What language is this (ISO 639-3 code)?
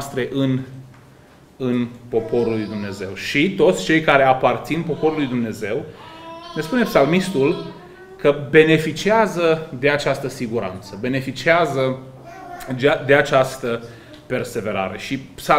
ron